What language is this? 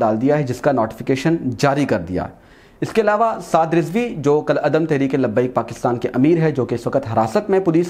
Urdu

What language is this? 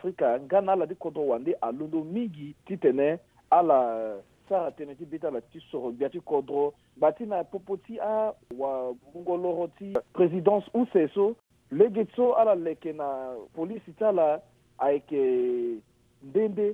Sango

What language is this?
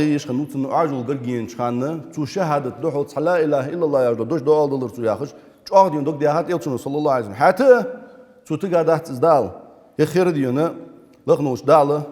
Ingush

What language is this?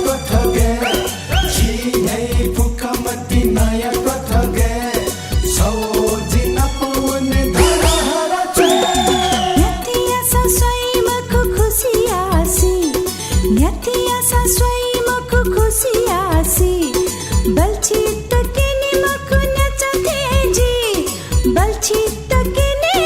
Newari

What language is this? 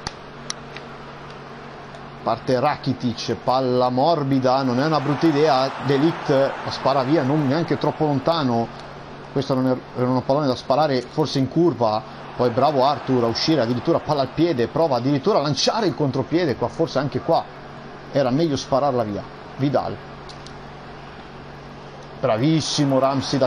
Italian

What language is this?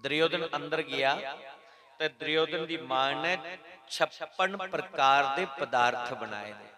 Dogri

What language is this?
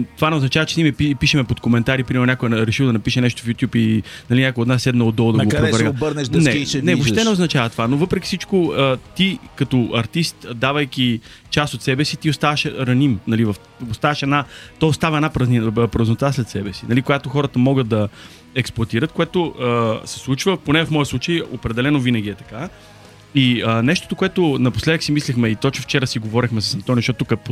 Bulgarian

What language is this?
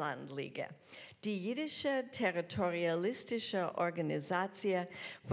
Yiddish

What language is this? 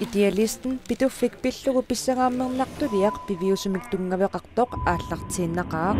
Kalaallisut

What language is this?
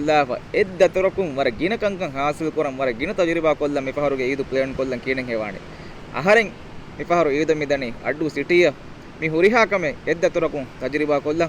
Divehi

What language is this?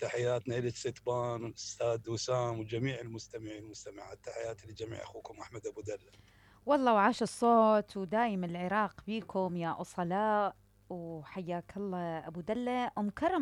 Mesopotamian Arabic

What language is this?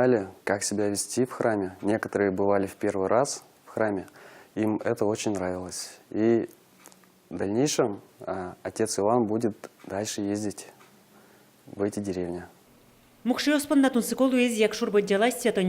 Udmurt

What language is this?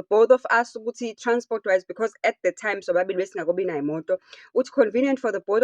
Zulu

